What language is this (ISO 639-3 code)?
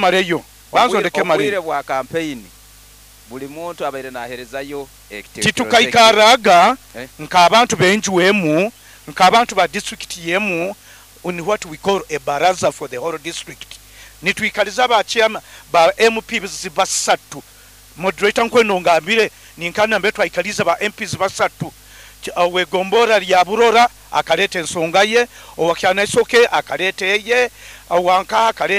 nyo